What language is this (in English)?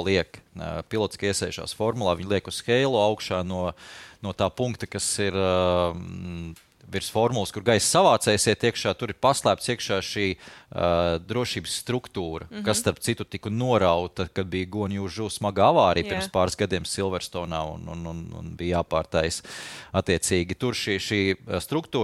Latvian